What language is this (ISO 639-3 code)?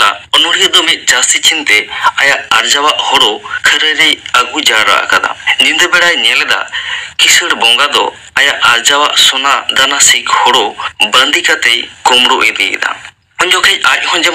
sat